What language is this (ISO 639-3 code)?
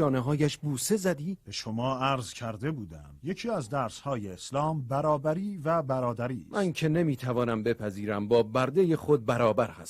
tgk